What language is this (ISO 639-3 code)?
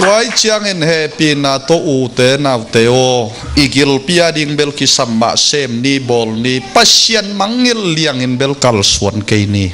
ctd